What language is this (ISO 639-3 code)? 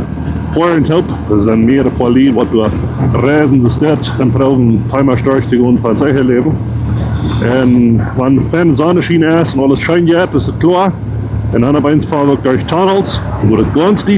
pdt